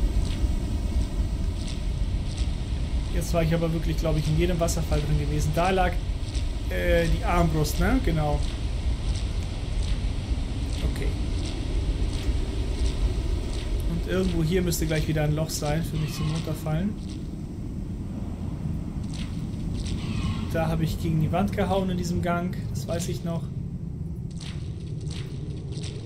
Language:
German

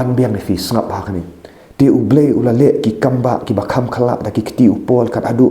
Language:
Khasi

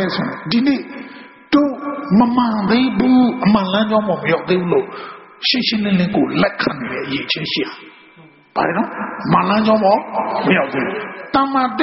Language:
Burmese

